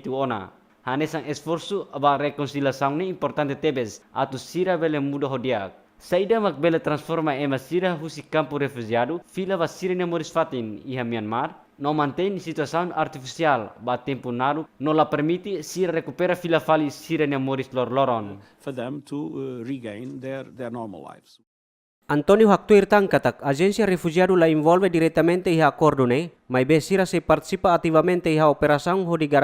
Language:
Tetum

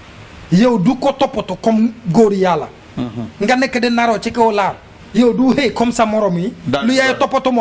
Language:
Wolof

